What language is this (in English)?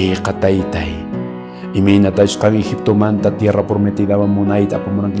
Quechua